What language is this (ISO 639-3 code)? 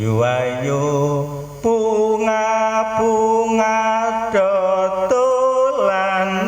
jav